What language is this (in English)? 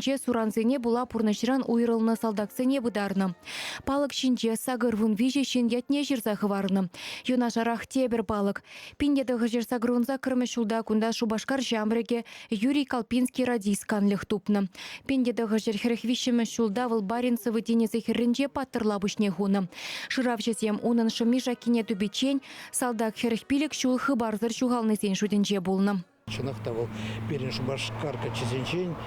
Chuvash